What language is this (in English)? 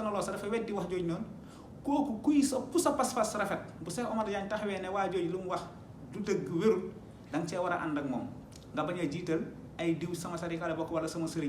Wolof